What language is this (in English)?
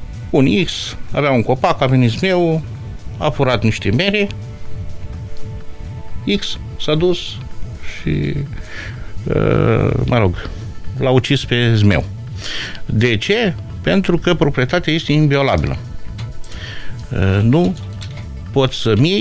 Romanian